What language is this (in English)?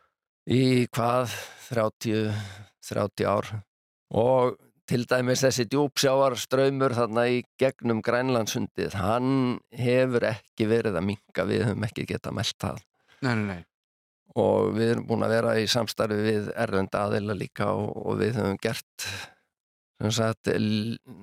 Icelandic